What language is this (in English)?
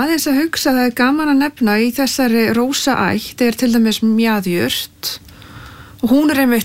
Icelandic